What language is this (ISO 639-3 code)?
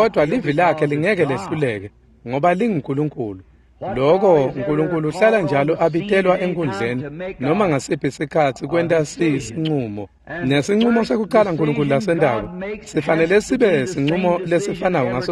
ssw